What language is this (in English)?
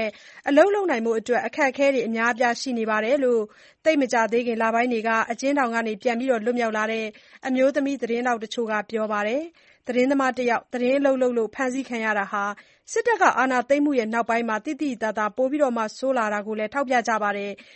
Burmese